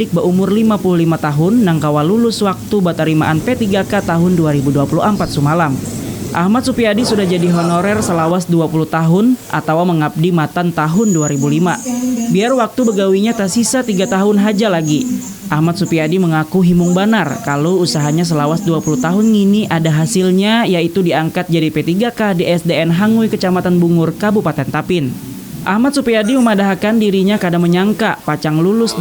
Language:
Banjar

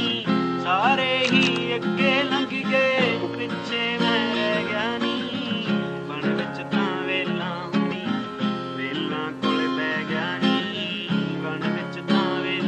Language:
Punjabi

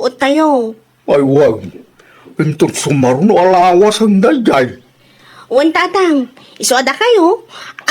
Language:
Iloko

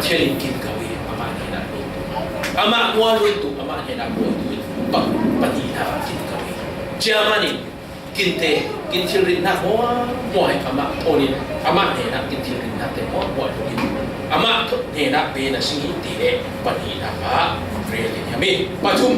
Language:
Falam Chin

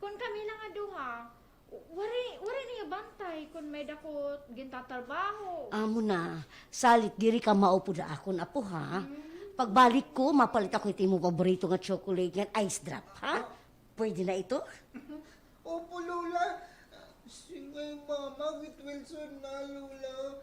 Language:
Waray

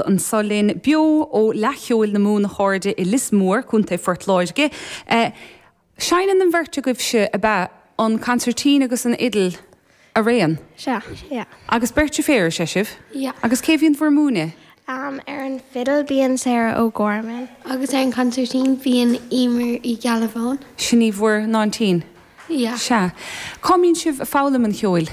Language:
Irish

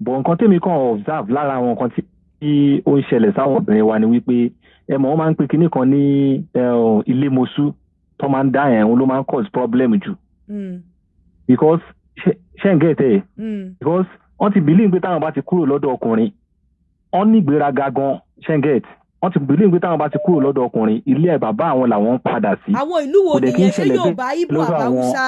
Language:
Yoruba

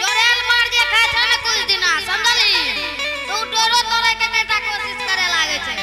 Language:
Angika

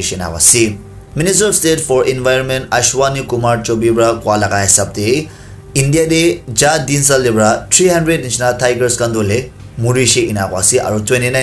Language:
Naga Pidgin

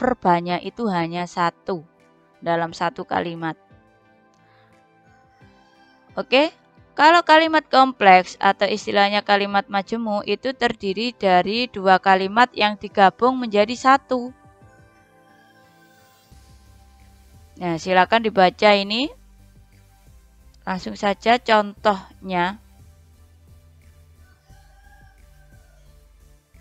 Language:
Indonesian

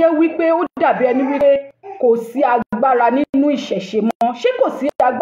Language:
Yoruba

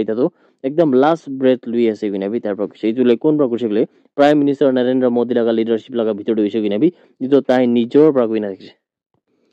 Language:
Naga Pidgin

